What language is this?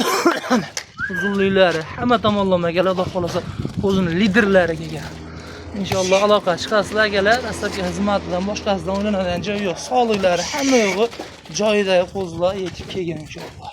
Uzbek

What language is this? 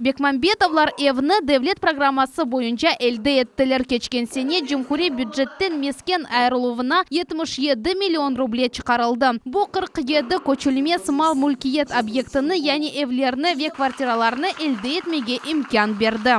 Crimean Tatar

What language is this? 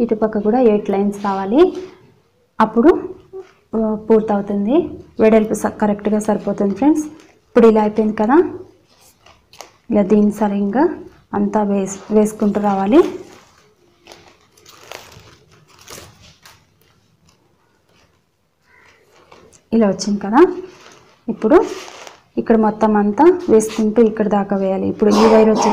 Telugu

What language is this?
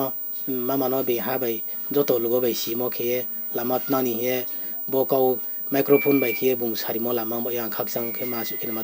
Riang (India)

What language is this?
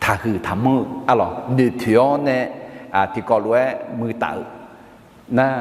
Akha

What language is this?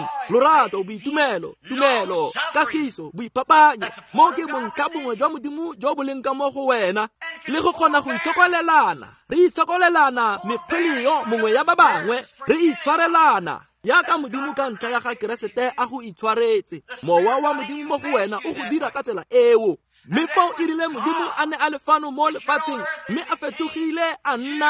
Tswana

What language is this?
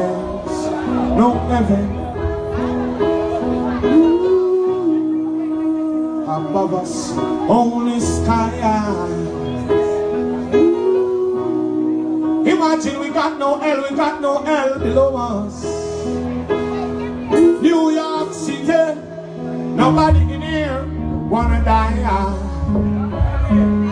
English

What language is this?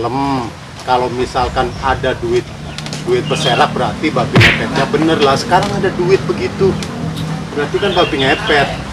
Betawi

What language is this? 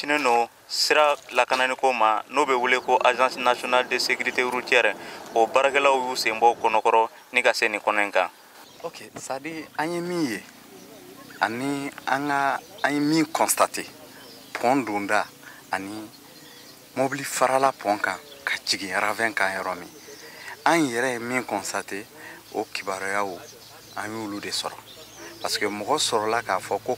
Bambara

